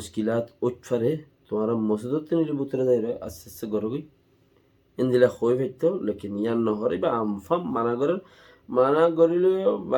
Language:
Rohingya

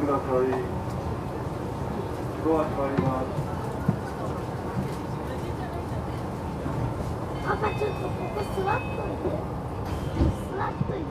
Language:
Japanese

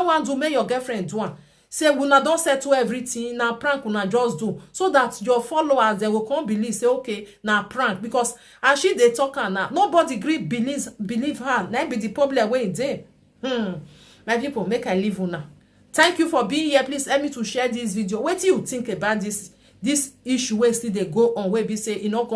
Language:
Nigerian Pidgin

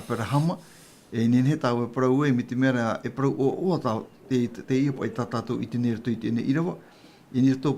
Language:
Tahitian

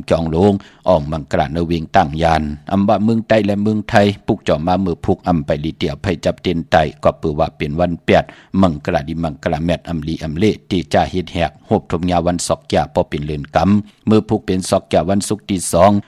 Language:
Shan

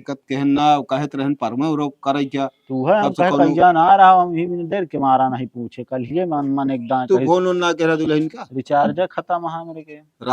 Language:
Awadhi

